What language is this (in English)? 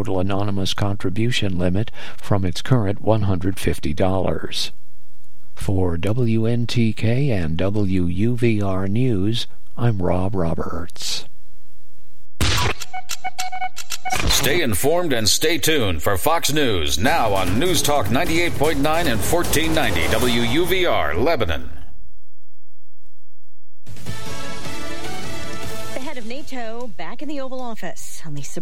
English